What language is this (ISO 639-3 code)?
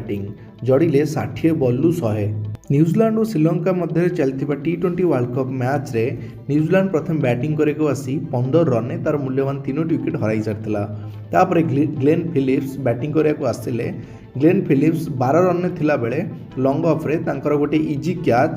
ori